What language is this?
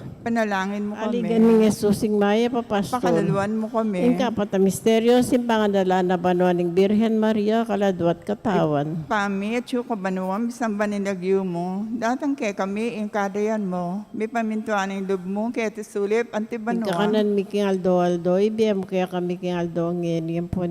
Pampanga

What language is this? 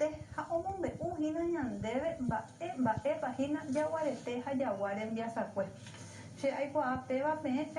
Guarani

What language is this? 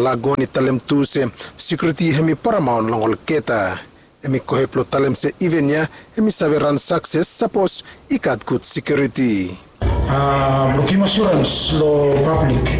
Bislama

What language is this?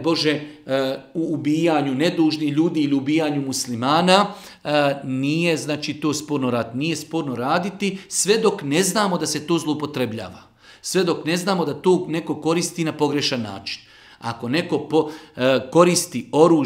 Bosnian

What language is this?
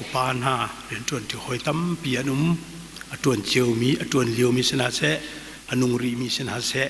Hakha Chin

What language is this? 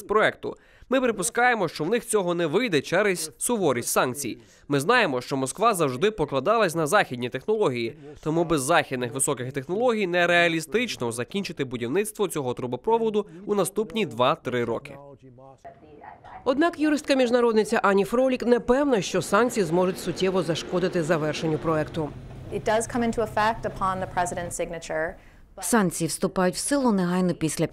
Ukrainian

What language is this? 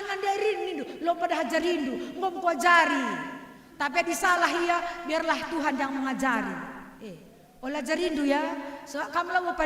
Batak Karo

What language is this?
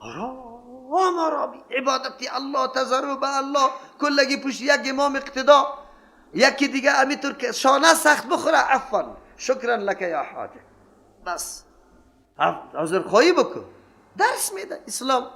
Persian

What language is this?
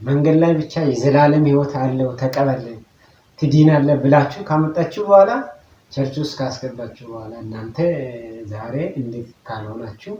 Amharic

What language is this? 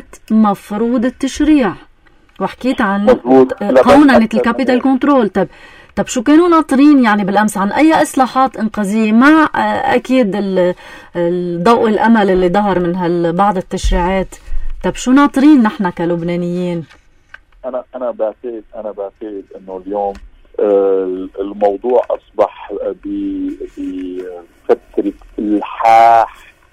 North Levantine Arabic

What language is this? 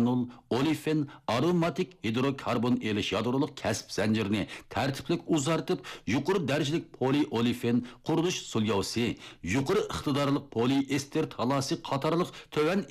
Uyghur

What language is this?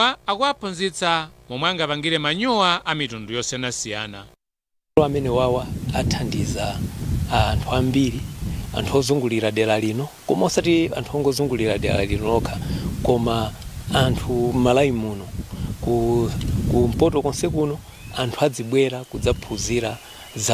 Nyanja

